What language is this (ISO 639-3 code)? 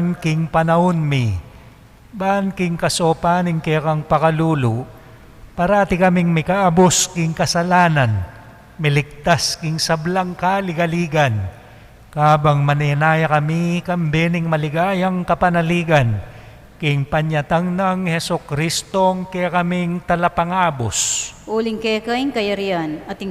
pam